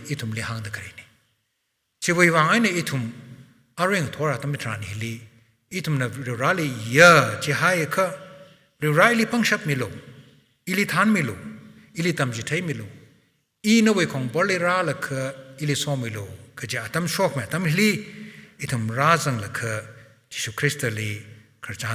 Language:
Tangkhul Naga (India)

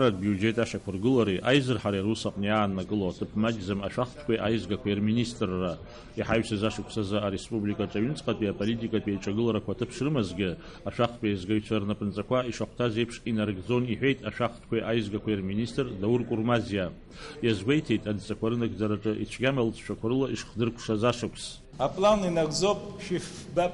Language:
Abkhazian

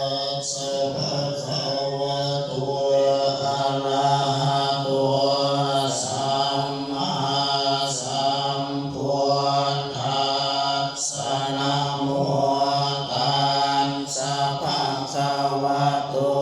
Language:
Pali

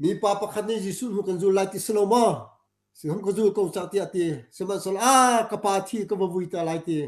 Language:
Hakha Chin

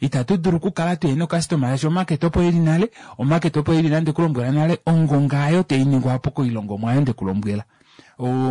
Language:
Kuanyama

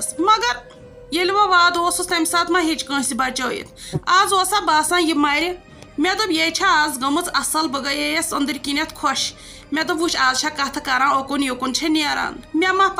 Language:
Kashmiri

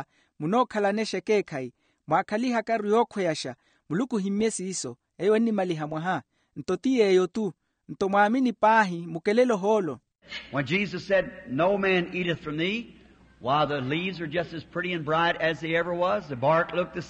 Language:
Makhuwa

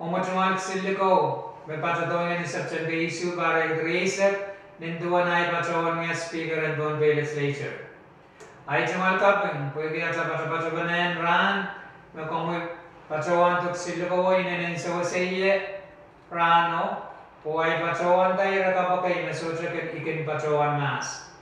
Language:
Pohnpeian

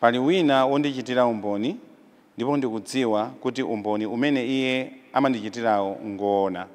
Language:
Nyanja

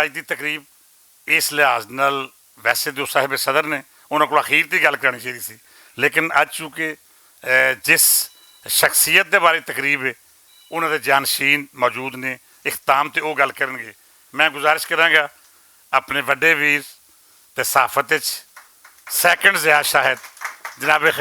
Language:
Western Panjabi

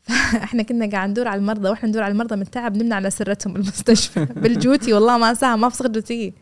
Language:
Gulf Arabic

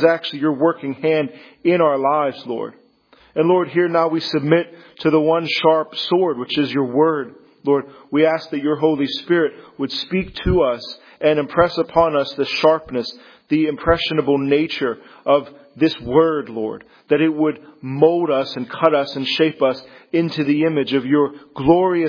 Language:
English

